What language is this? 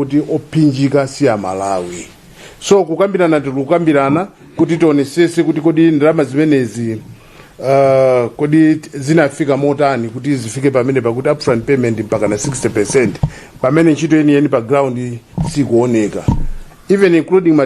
Nyanja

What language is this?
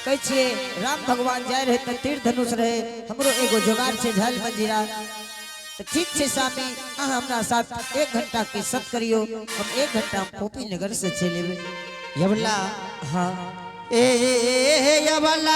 Angika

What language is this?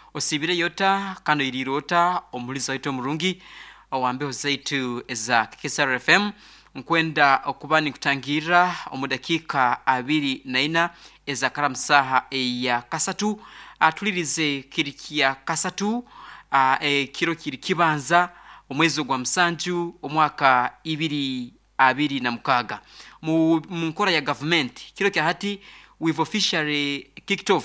Nyoro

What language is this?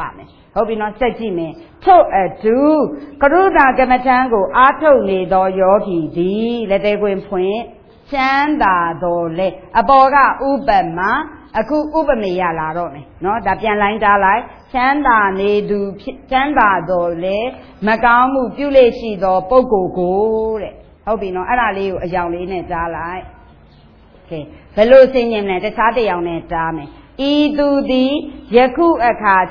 Burmese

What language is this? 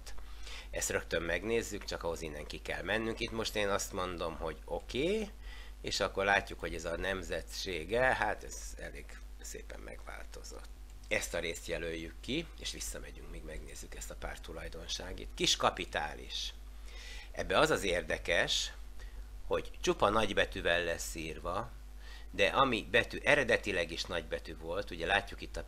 Hungarian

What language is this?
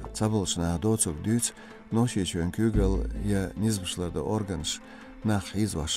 Chechen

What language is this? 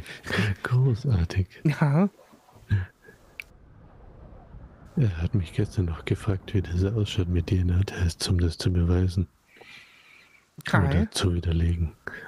German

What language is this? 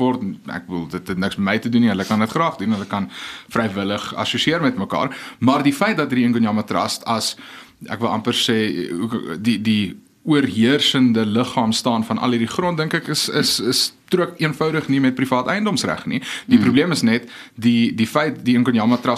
Afrikaans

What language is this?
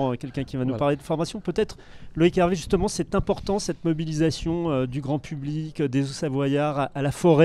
French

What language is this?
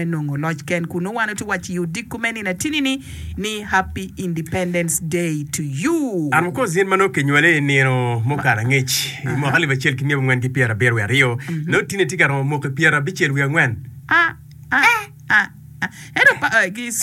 Acoli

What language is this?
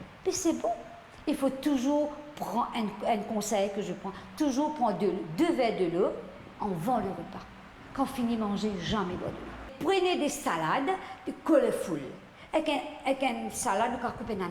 Morisyen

